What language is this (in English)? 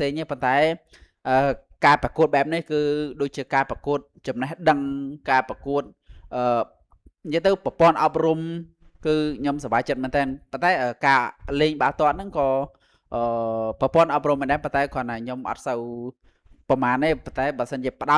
Khmer